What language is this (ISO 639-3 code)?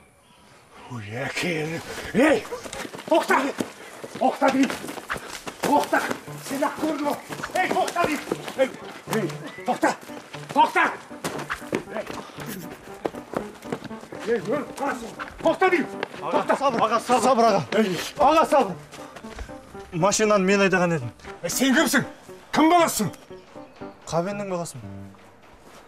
kaz